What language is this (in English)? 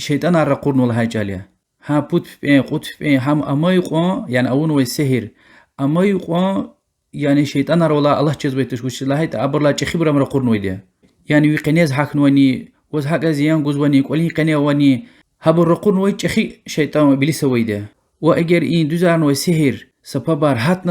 Lezghian